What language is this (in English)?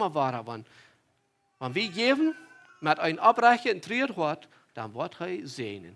Plautdietsch